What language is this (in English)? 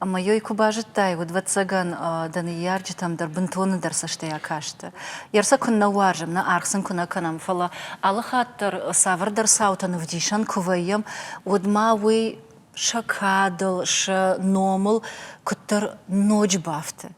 Ossetic